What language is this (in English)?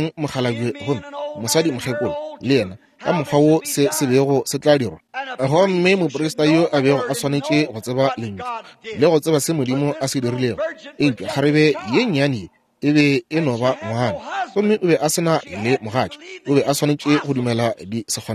Northern Sotho